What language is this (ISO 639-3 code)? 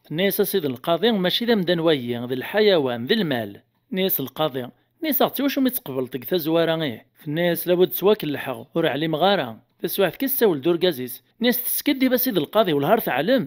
kab